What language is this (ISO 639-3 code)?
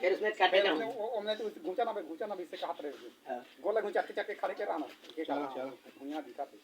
hne